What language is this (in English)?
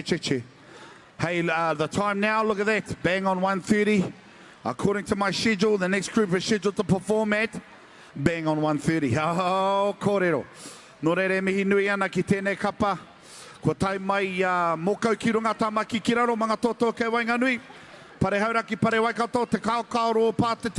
Māori